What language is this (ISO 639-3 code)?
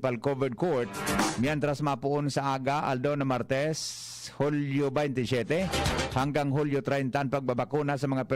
bik